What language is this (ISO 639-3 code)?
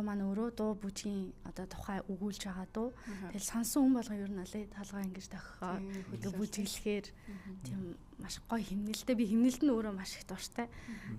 mon